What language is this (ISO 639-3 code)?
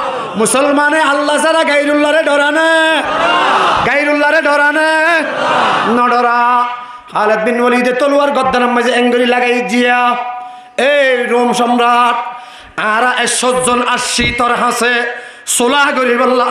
rhg